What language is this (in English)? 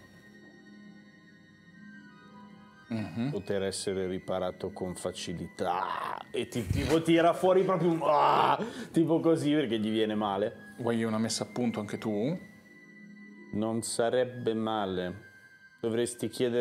Italian